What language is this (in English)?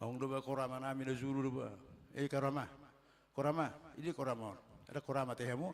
Batak Toba